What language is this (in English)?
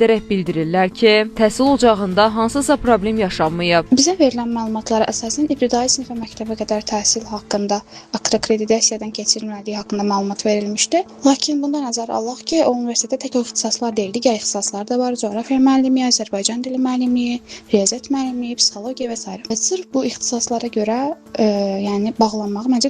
Azerbaijani